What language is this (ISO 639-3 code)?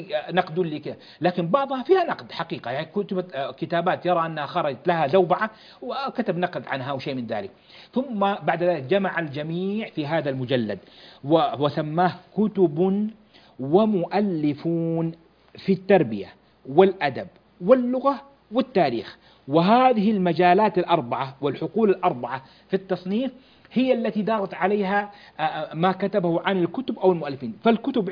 ara